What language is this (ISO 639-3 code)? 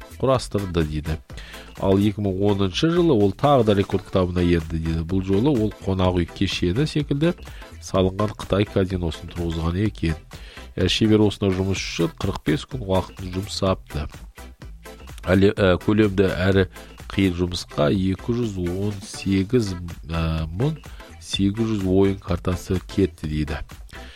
kaz